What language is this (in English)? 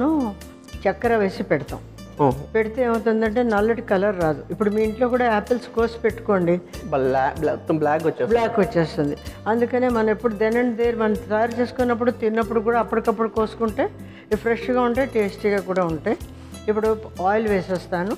Telugu